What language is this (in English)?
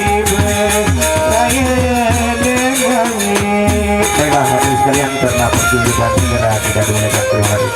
Sasak